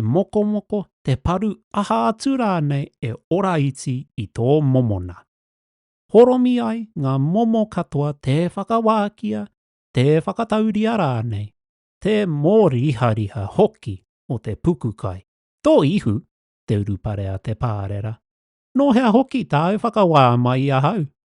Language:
Māori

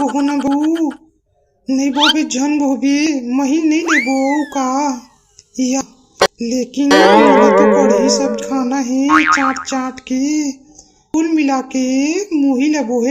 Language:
Chhattisgarhi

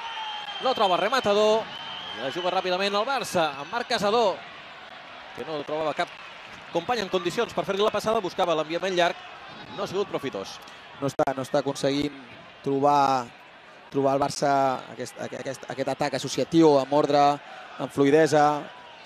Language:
Catalan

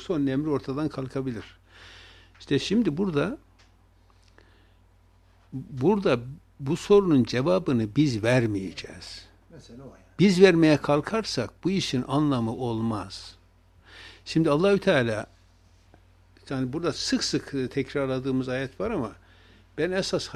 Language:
Turkish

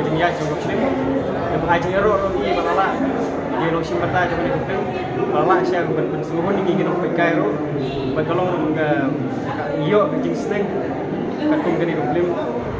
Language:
Khasi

